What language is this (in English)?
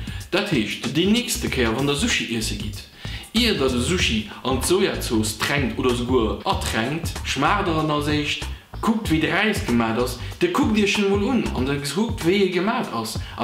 Luxembourgish